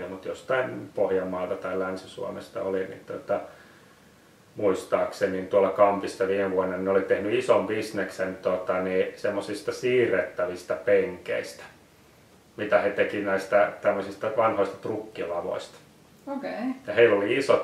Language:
Finnish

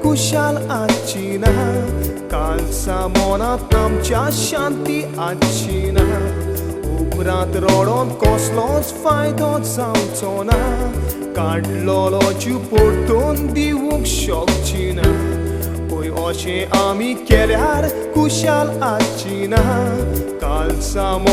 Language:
Konkani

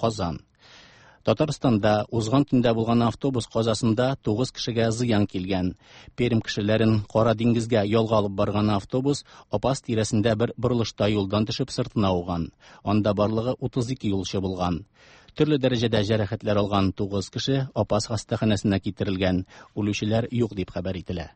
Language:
Tatar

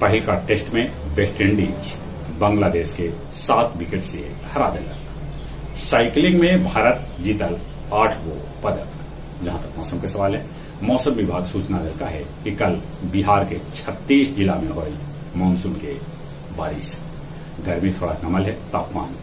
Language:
Magahi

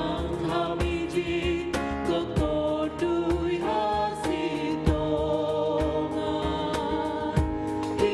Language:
Batak Simalungun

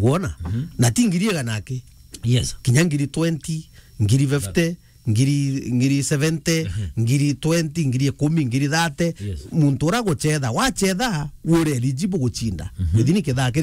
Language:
Meru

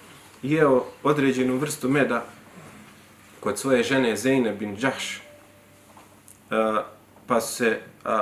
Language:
Bosnian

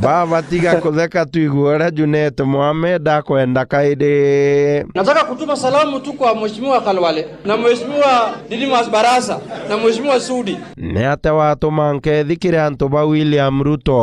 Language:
Meru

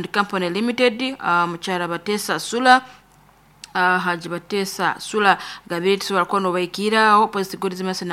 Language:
Nyankole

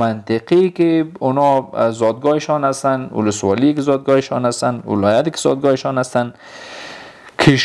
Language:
Persian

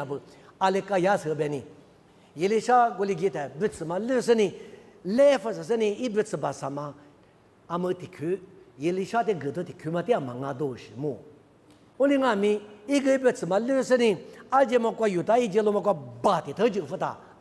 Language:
Lisu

